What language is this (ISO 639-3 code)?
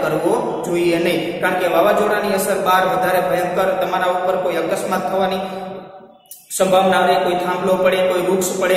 guj